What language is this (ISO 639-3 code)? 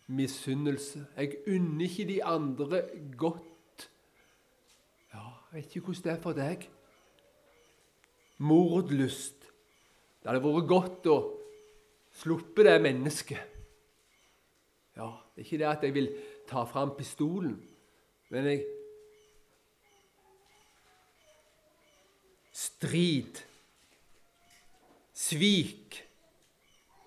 nor